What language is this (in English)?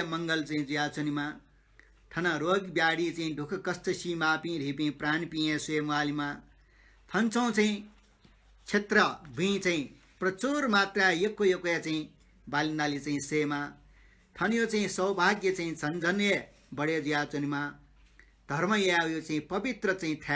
Newari